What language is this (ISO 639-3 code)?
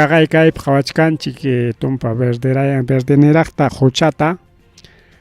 quy